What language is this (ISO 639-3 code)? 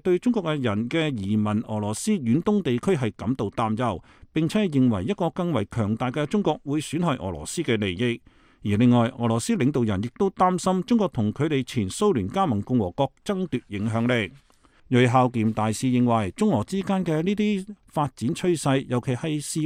yue